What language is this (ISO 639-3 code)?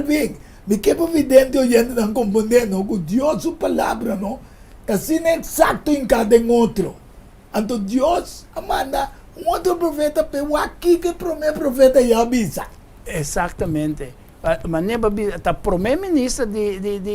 pap